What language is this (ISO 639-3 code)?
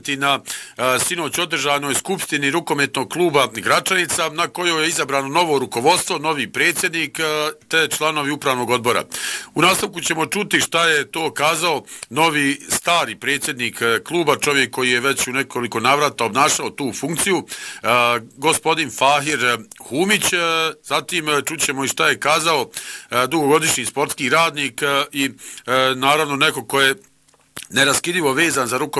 bos